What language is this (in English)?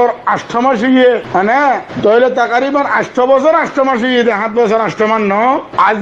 Rohingya